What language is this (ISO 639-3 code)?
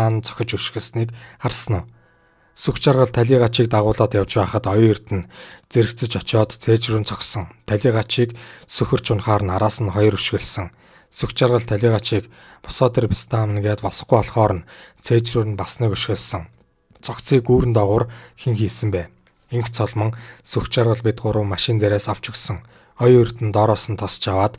mon